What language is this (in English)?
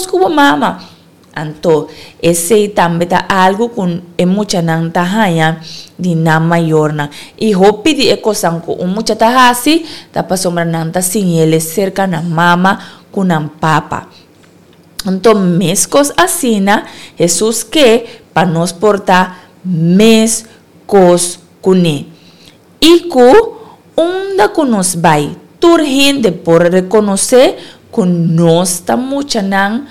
Papiamento